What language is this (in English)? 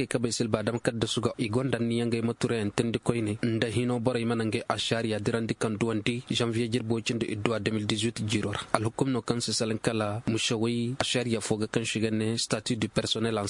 Koyraboro Senni